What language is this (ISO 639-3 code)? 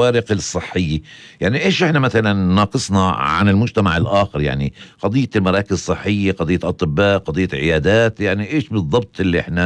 apc